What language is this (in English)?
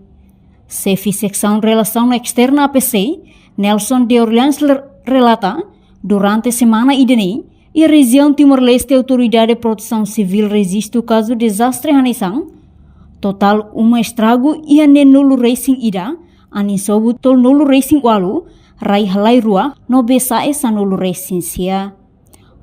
Tetum